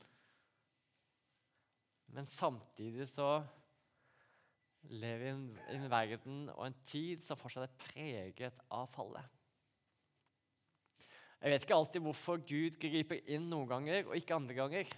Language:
Norwegian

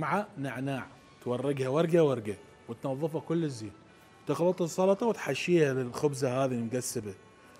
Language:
Mesopotamian Arabic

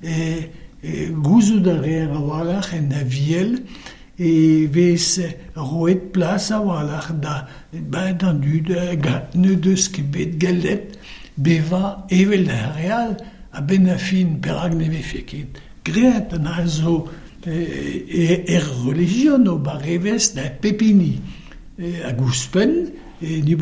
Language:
Breton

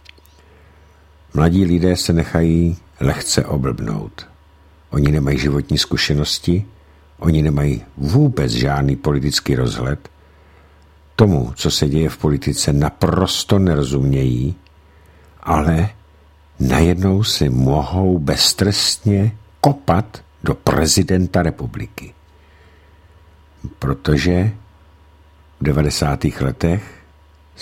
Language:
Czech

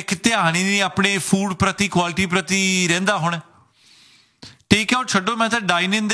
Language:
Punjabi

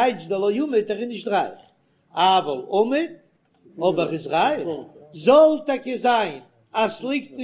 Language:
Yiddish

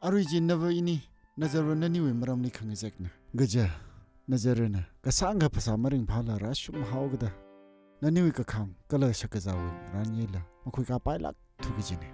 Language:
Tangkhul Naga (India)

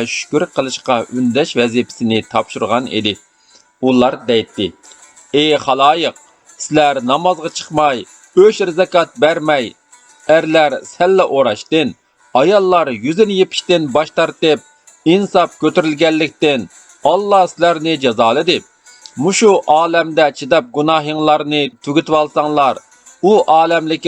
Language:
Uyghur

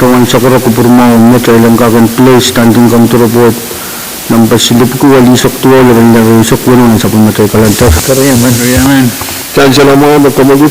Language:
Pohnpeian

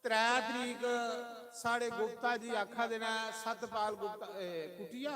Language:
Dogri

